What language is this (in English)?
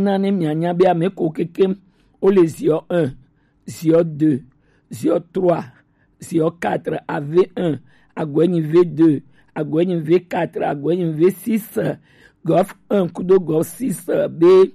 Gen